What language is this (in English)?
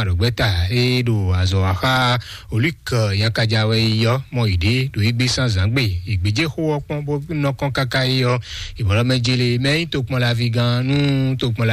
Fon